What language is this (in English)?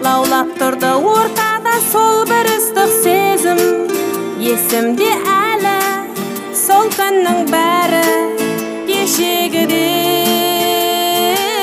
Kazakh